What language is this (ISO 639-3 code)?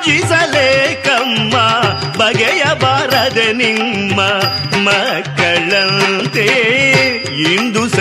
kan